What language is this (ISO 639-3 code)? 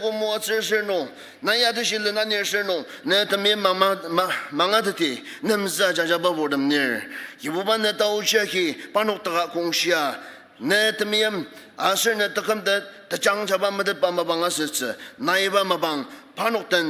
njo